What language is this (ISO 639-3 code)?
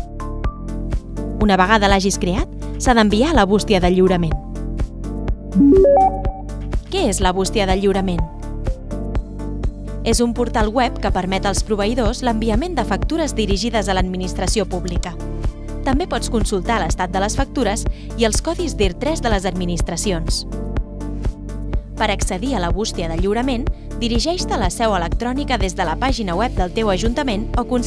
cat